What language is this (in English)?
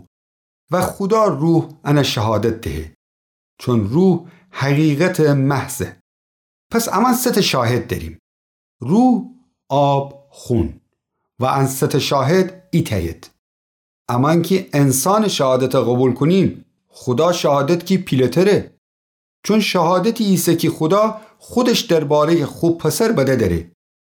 Gilaki